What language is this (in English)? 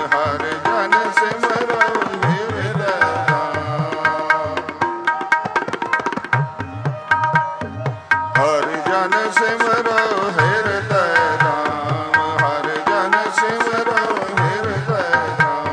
Punjabi